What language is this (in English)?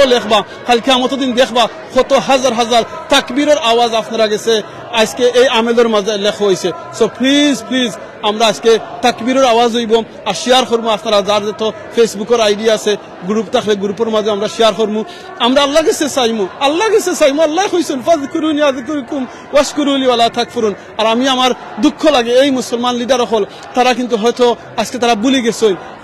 Sylheti